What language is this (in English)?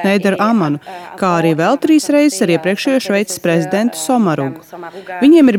Latvian